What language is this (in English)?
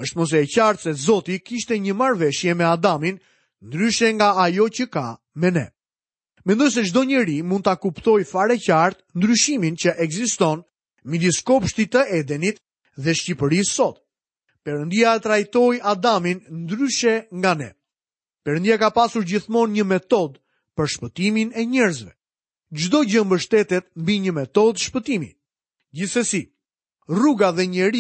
Albanian